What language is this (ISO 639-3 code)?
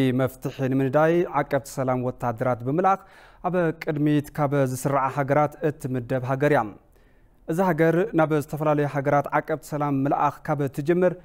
tir